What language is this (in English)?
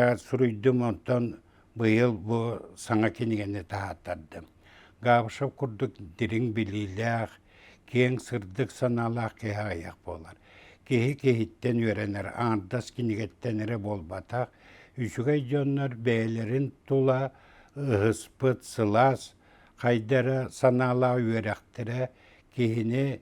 Yakut